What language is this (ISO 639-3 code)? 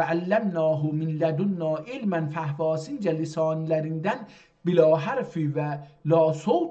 azb